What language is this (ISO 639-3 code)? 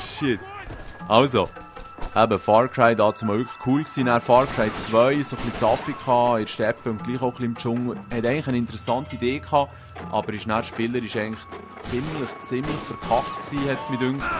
gsw